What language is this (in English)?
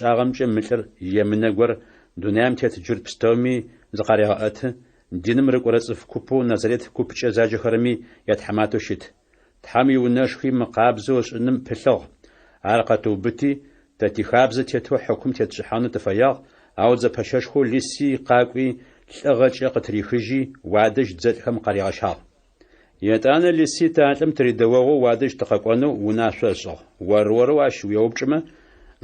Adyghe